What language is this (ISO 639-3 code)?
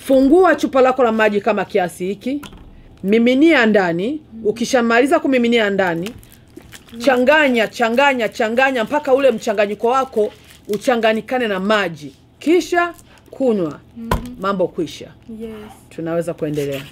swa